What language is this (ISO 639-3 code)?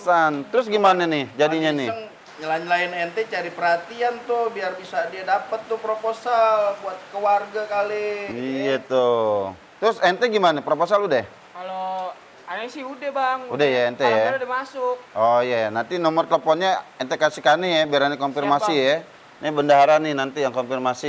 bew